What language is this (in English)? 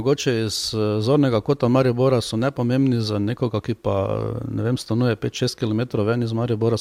Slovenian